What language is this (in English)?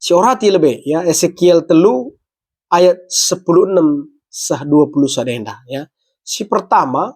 Batak Karo